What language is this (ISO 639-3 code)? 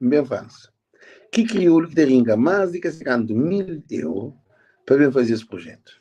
kea